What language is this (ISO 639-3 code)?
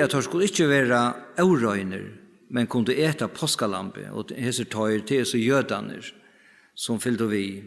fao